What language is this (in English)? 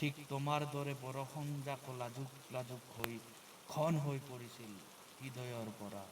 Assamese